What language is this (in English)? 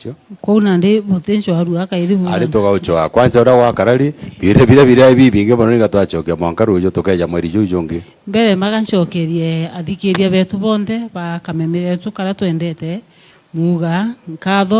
Meru